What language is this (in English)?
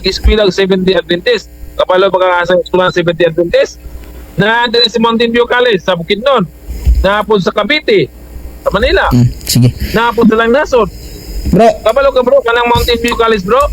Cebuano